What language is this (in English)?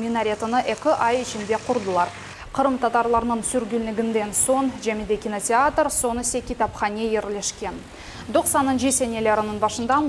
Crimean Tatar